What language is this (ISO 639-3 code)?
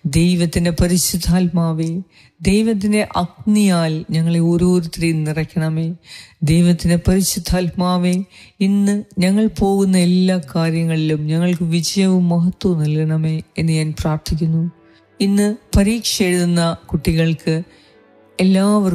mal